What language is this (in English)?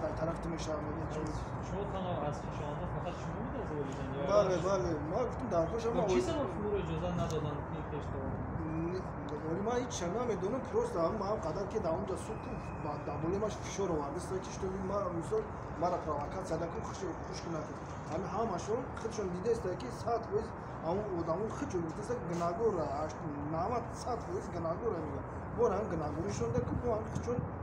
Tajik